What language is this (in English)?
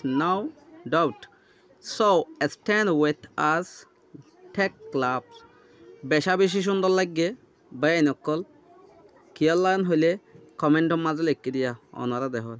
Rohingya